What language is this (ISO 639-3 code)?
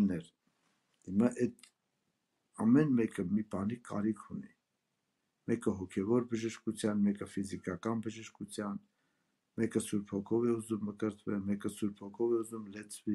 hye